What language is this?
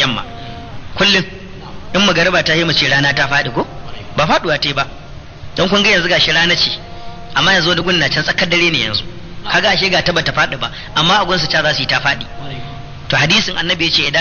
Hausa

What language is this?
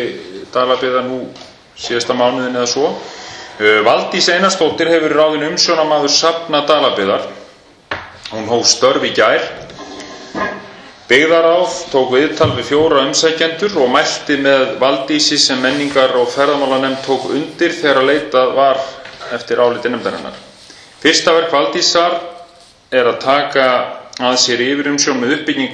Icelandic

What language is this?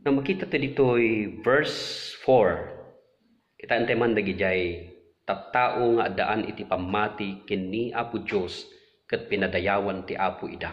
Iloko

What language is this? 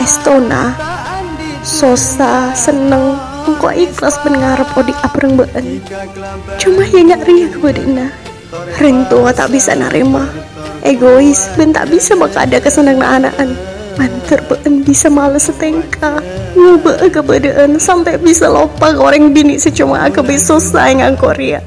Madurese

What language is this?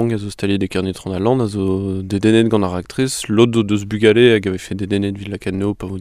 Breton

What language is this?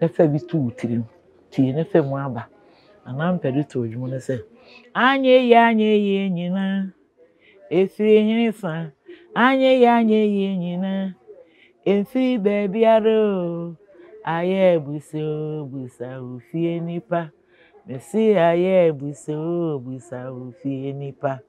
Akan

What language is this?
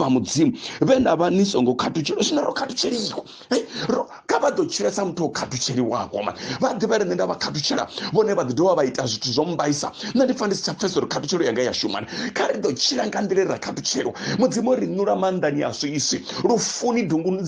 Venda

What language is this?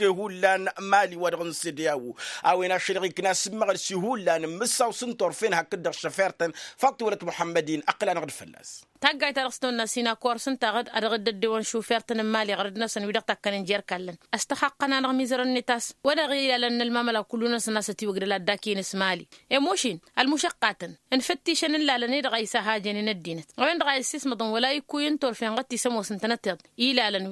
Tamasheq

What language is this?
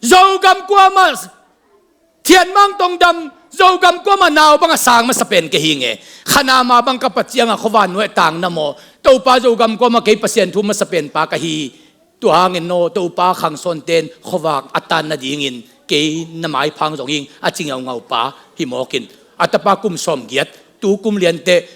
Tedim Chin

